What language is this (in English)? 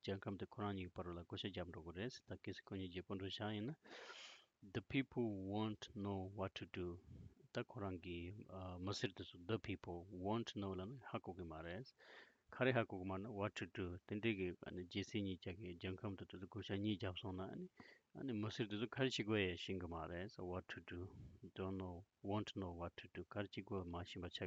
Tibetan